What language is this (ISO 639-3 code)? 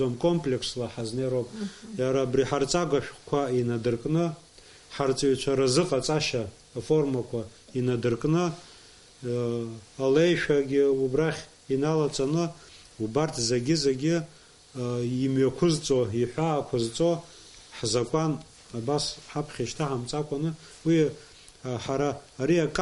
abk